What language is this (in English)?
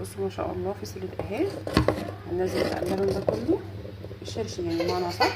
Egyptian Arabic